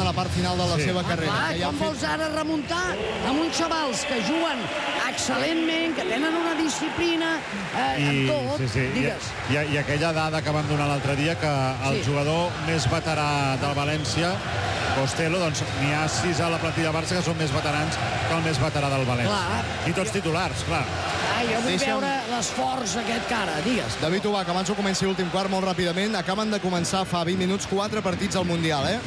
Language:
Catalan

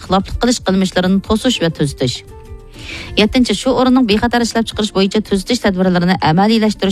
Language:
Uyghur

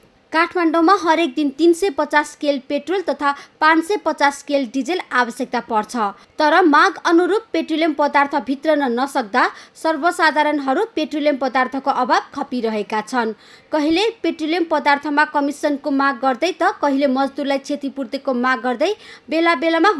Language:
Nepali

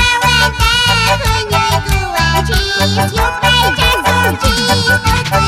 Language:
Quechua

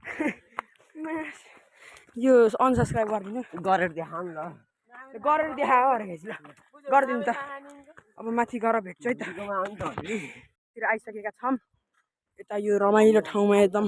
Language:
Nepali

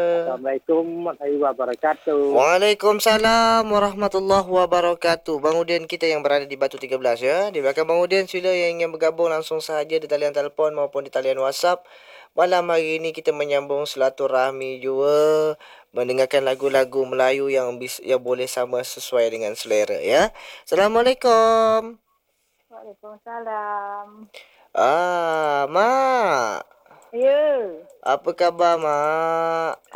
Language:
Malay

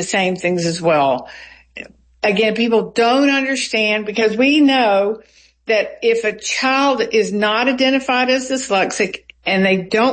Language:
English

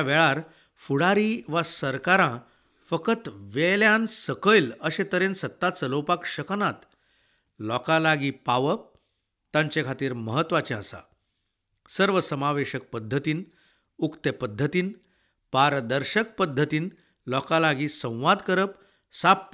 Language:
Konkani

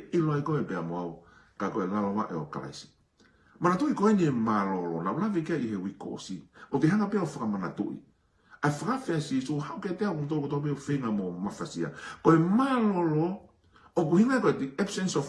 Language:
Tongan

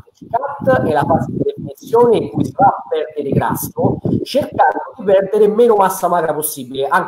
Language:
Italian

